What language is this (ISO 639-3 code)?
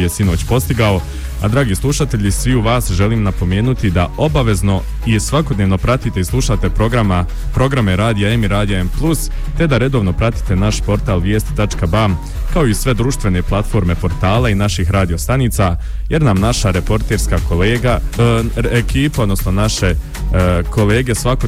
bos